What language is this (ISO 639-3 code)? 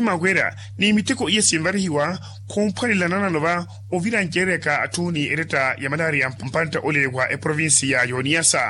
vmw